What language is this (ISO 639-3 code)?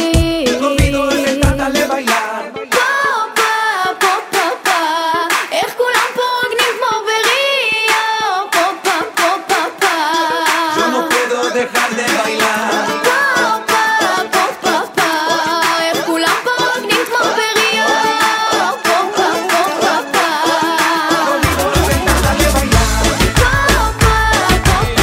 heb